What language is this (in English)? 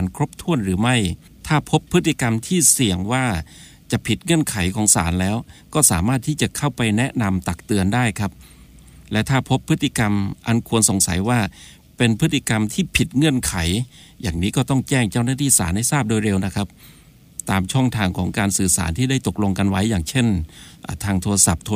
Thai